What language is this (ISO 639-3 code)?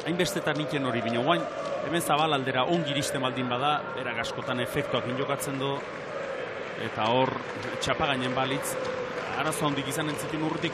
eus